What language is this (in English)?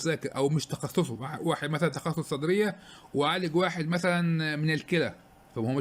Egyptian Arabic